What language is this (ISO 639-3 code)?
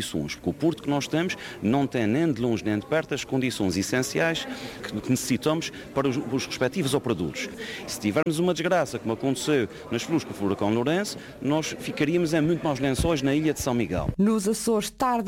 por